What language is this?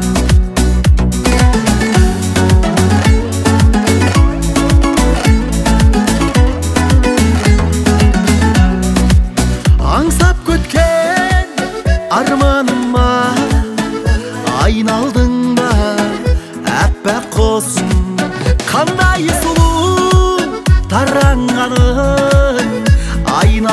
Kazakh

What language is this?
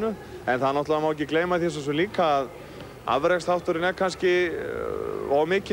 Icelandic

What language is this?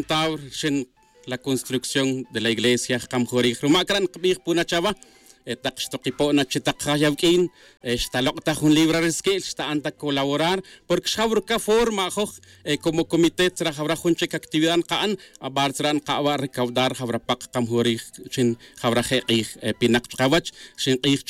Tz'utujil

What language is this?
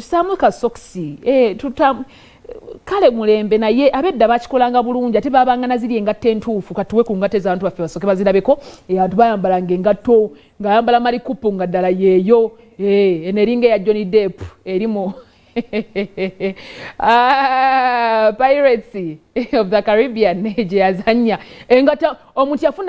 Ganda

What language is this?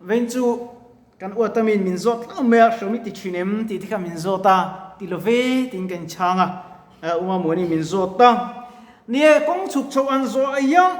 Mizo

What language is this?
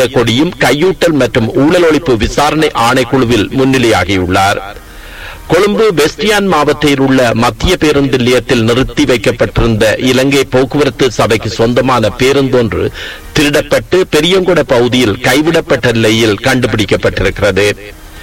Tamil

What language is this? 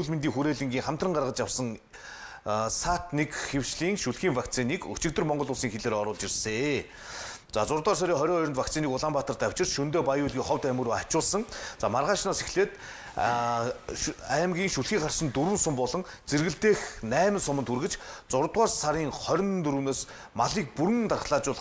Mongolian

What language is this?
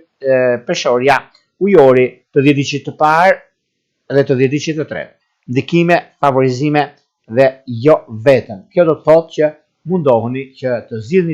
Albanian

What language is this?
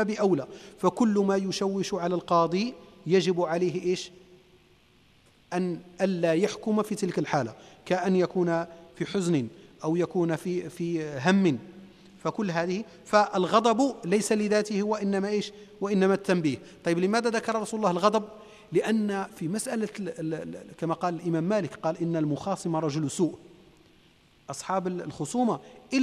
Arabic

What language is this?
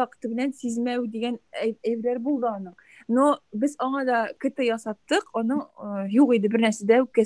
Tatar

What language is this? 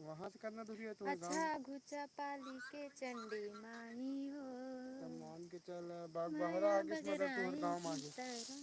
Chhattisgarhi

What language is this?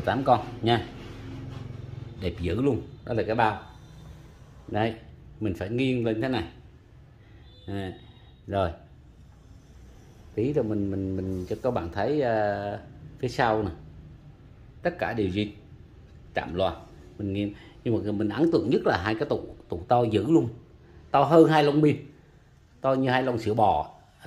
Vietnamese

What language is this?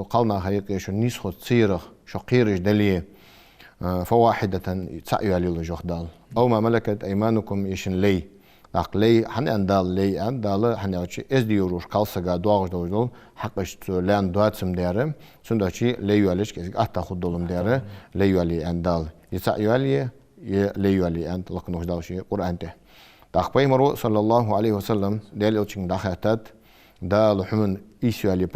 Ingush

